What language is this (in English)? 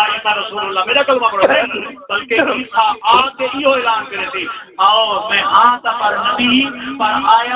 Saraiki